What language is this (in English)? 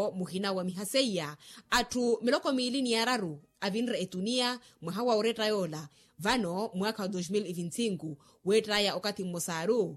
Makhuwa